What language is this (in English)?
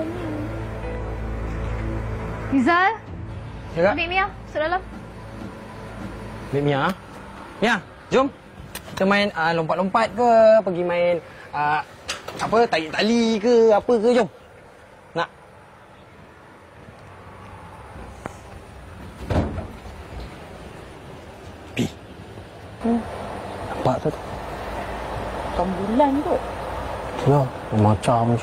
Malay